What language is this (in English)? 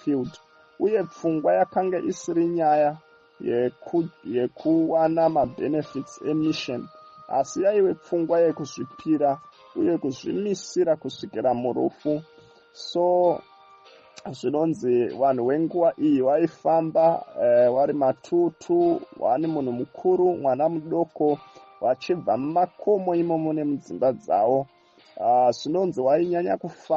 Shona